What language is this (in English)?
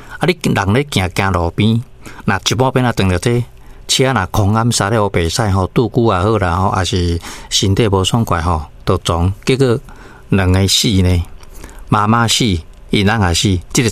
Min Nan Chinese